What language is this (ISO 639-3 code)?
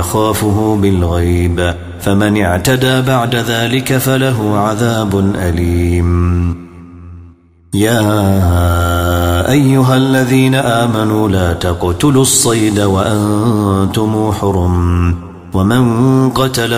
ara